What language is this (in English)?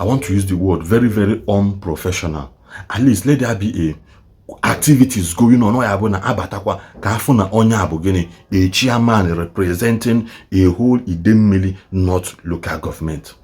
Igbo